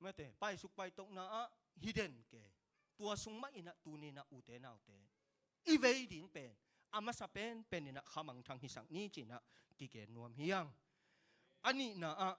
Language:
Tedim Chin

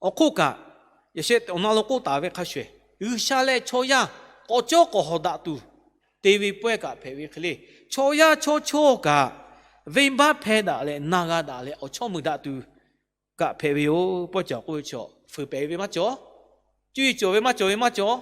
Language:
Lahu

